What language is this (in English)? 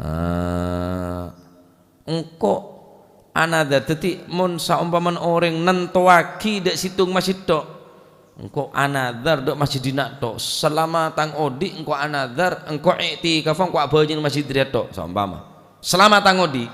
Madurese